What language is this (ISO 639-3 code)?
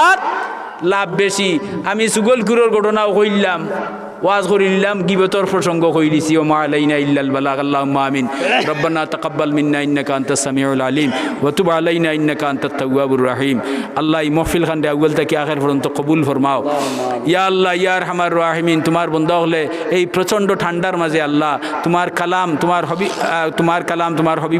syl